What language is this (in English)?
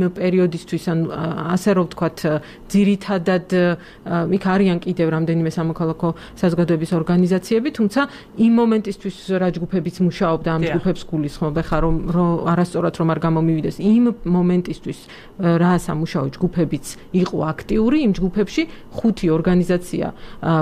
Georgian